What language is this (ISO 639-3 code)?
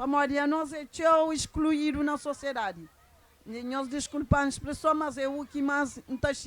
kea